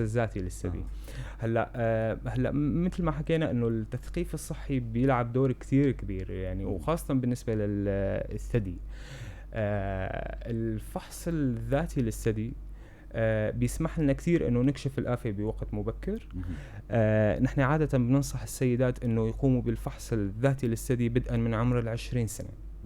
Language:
North Levantine Arabic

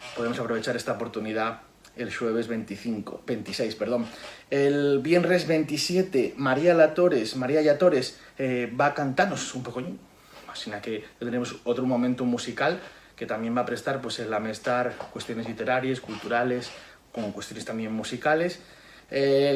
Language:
Asturian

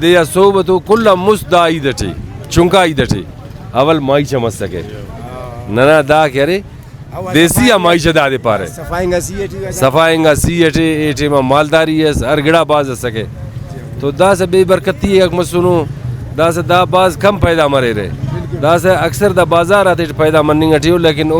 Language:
Brahui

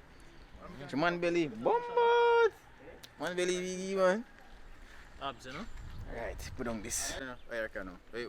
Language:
Jamaican Creole English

